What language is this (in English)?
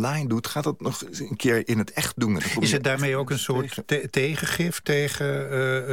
Dutch